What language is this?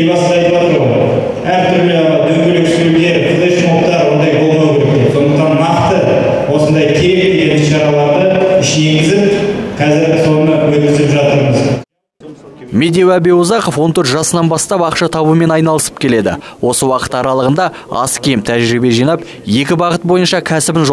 Kazakh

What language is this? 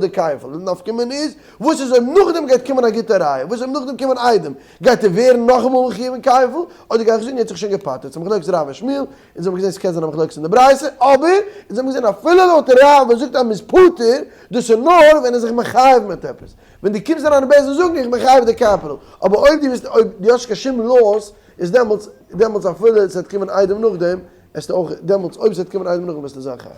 Yiddish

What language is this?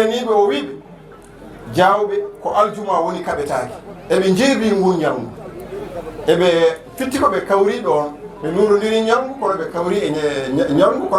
Fula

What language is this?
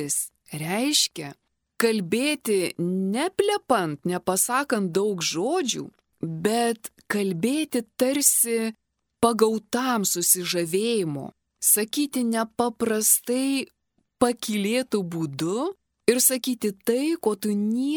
Lithuanian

